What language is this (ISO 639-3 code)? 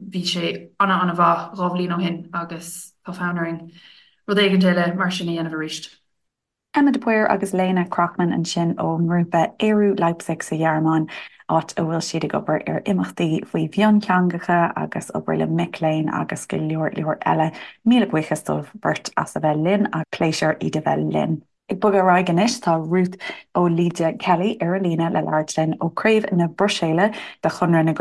gle